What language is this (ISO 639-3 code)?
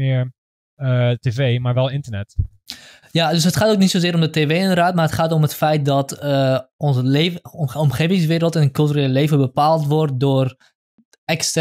nld